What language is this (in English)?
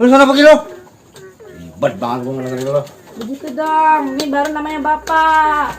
Betawi